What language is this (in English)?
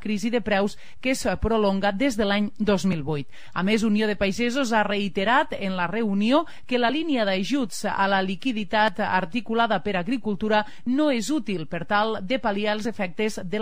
Catalan